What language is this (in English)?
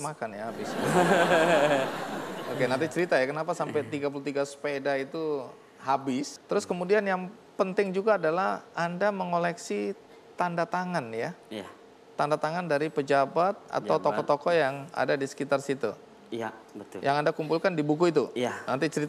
Indonesian